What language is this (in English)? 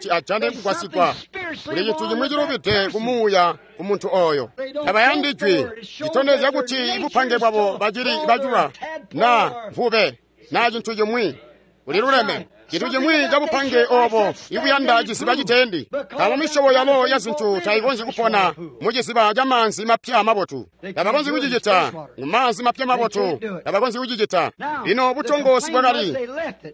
Tonga (Zambia)